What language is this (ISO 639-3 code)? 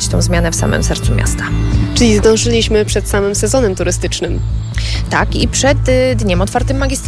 pol